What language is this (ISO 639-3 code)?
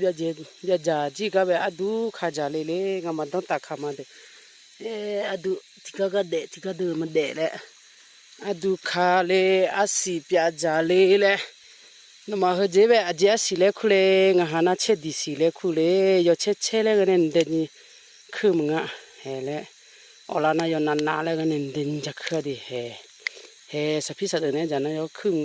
ahk